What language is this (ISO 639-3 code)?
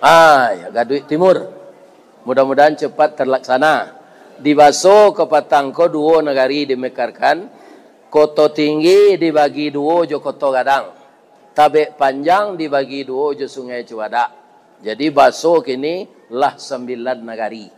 min